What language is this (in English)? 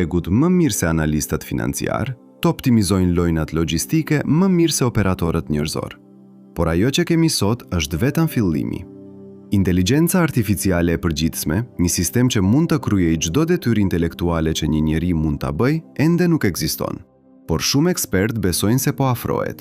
Albanian